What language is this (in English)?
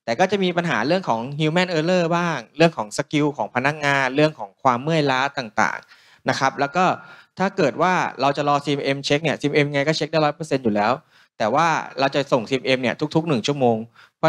Thai